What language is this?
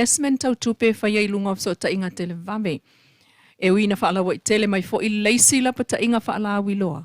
Samoan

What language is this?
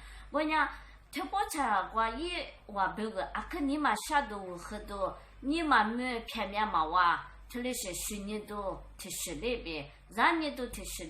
Lisu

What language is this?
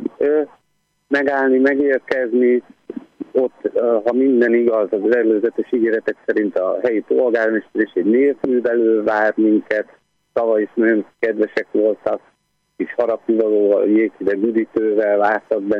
Hungarian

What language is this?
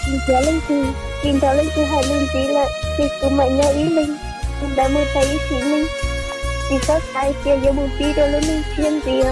Hmong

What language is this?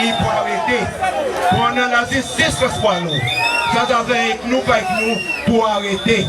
Seselwa Creole French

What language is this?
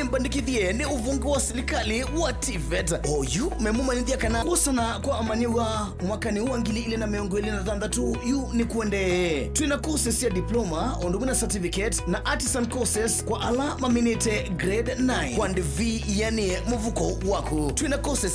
Kamba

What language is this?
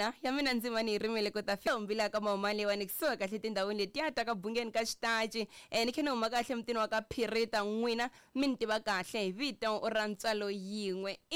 Tsonga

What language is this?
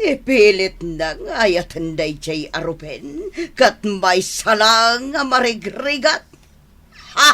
Iloko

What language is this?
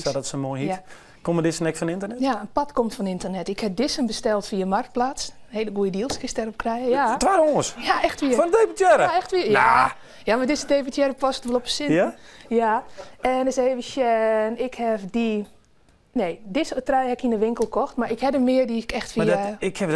Western Frisian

